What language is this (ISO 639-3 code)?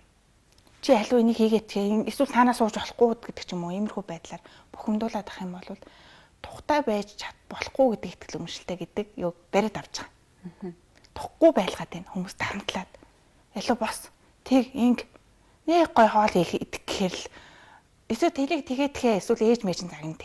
mon